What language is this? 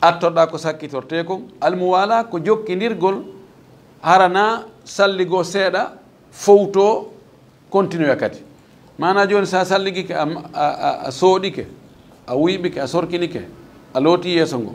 Fula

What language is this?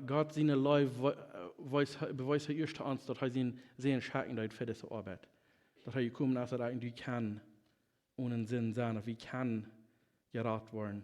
Plautdietsch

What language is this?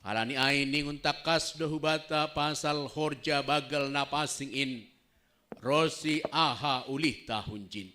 Batak Simalungun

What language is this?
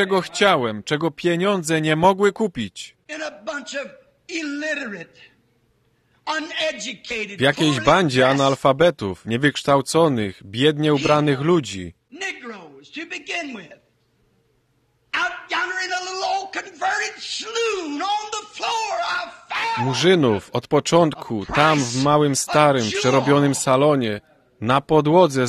Polish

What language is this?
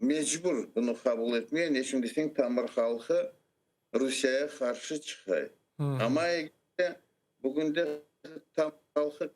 Crimean Tatar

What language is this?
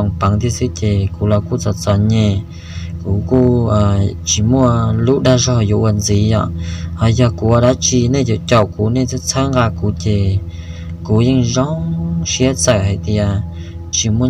Hmong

